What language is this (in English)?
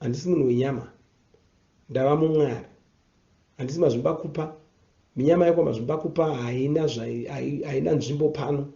Shona